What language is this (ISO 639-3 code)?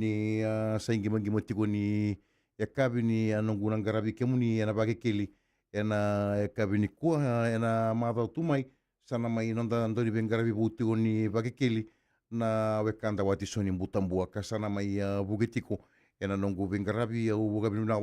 fij